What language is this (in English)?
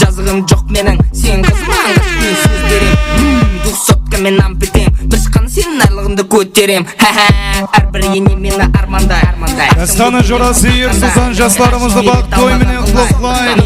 Kara-Kalpak